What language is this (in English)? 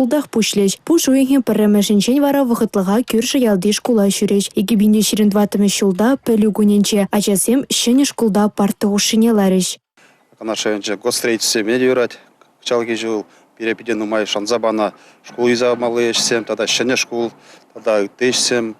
Chuvash